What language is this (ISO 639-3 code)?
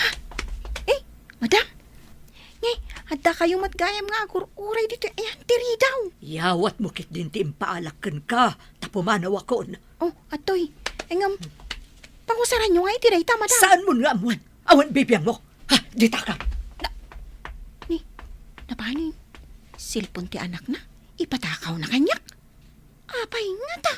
ilo